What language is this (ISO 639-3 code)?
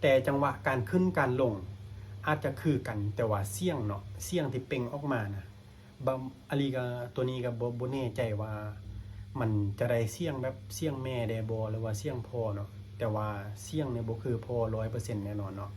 lao